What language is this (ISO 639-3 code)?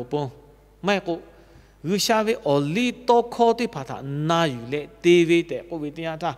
lhu